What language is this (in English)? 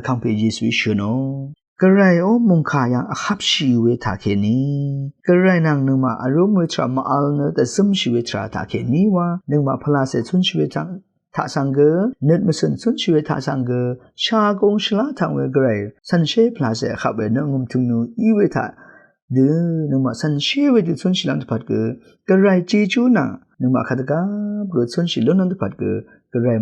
Rawang